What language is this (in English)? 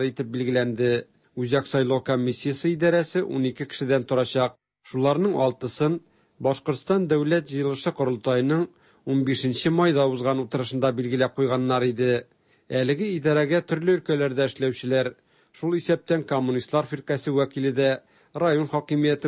Tatar